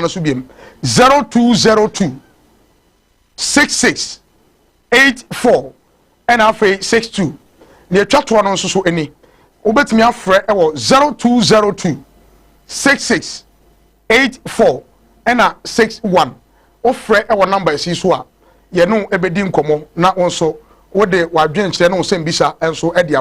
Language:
Akan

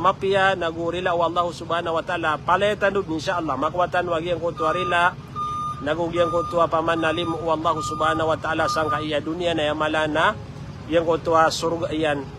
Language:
Maranao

